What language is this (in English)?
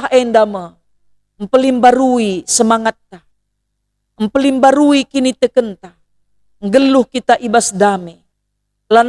Batak Karo